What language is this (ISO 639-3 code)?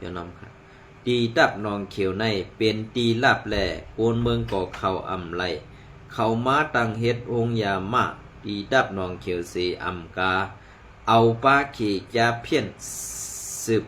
shn